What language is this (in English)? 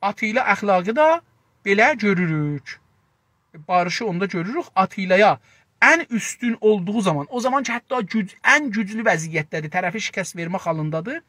South Azerbaijani